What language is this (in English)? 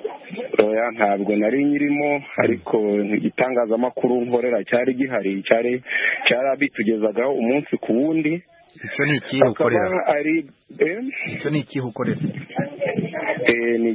Kinyarwanda